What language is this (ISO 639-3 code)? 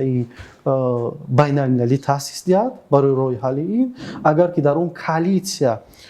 tgk